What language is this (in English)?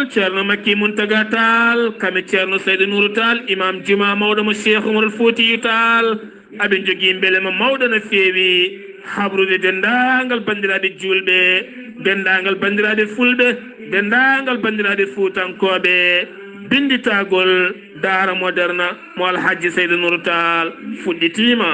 Fula